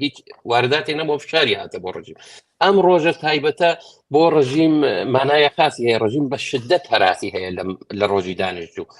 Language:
Central Kurdish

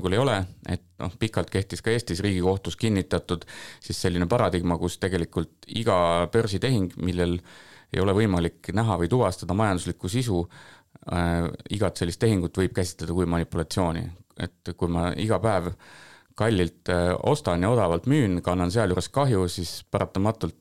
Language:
Estonian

